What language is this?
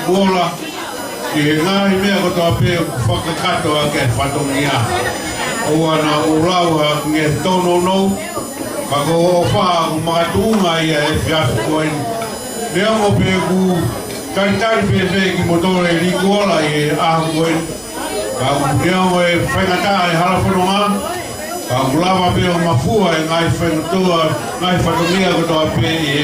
Tongan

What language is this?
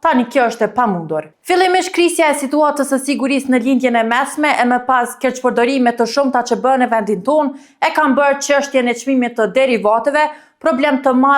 Albanian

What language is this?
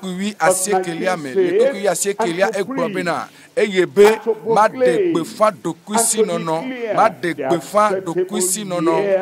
Ewe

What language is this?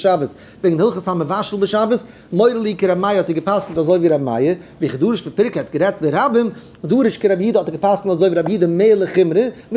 Yiddish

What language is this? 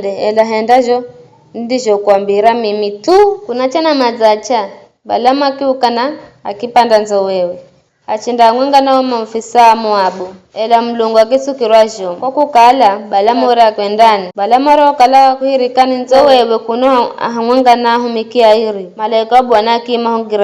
Giryama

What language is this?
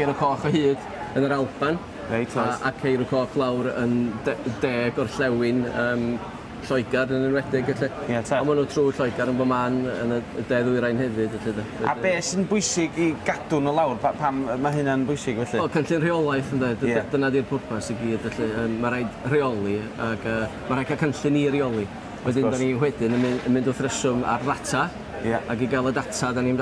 Welsh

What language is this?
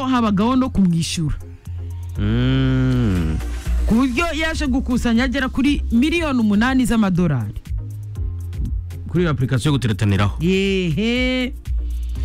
Kinyarwanda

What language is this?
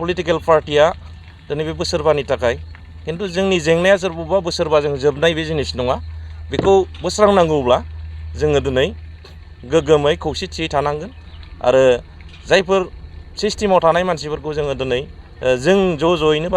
Bodo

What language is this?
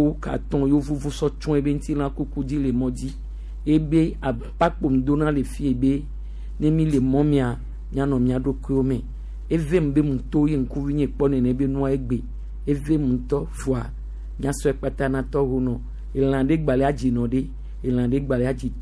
Gen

